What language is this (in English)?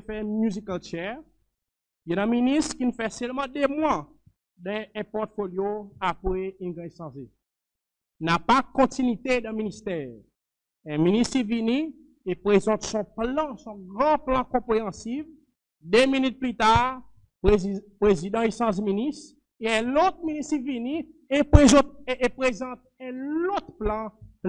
Seselwa Creole French